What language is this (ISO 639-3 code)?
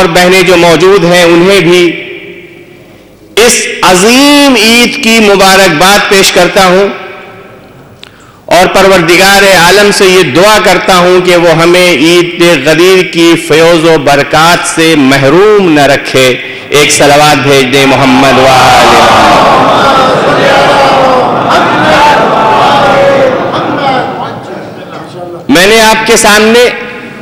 urd